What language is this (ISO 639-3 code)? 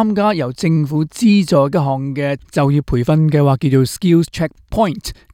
yue